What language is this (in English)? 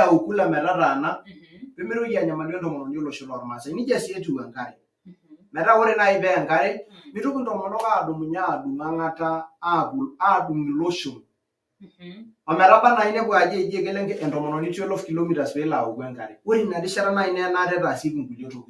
Masai